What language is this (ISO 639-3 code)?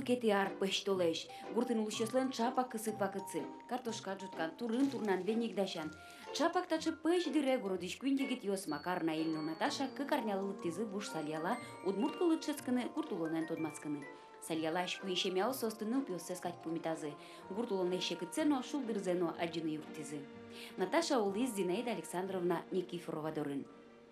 udm